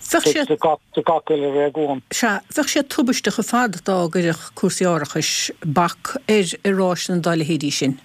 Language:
Irish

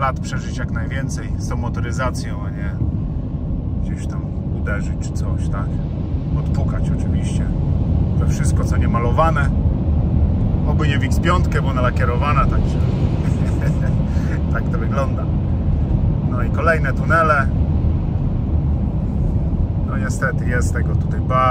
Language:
Polish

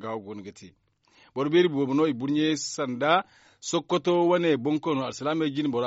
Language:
Zarma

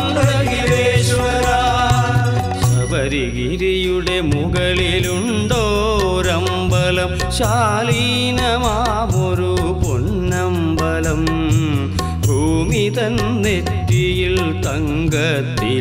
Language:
Malayalam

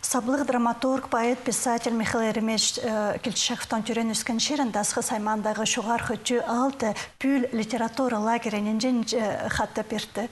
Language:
Khakas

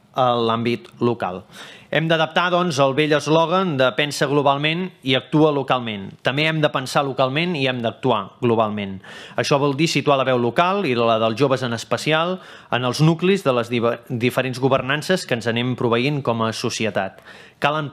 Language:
Catalan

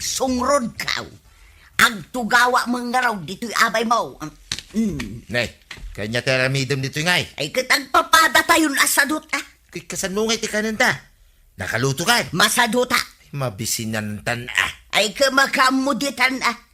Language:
Iloko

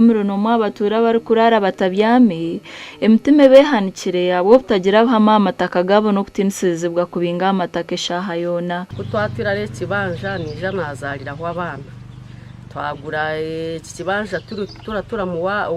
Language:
Nyankole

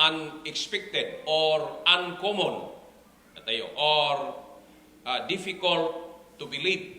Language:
Iloko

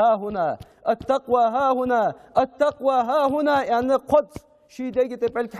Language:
Ingush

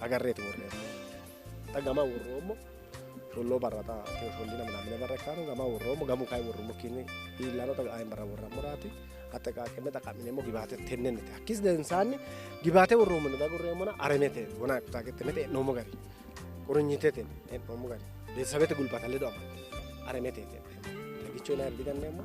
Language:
Sidamo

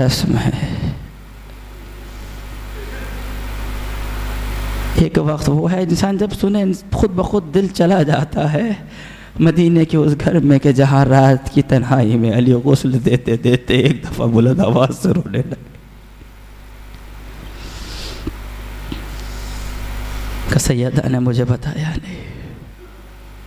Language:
Urdu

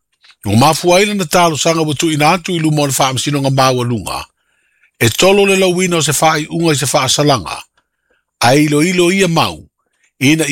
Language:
Samoan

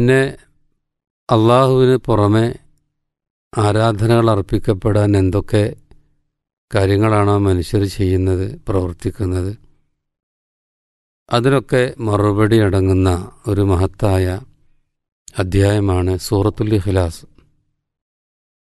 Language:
Malayalam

